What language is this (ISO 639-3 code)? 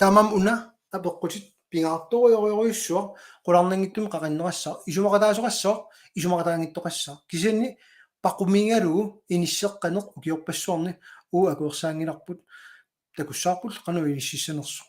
kal